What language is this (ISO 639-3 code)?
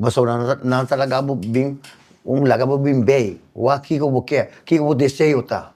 pap